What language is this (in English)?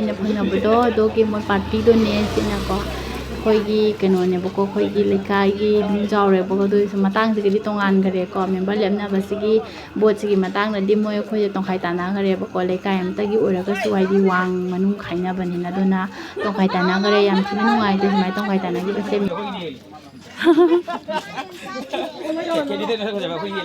Manipuri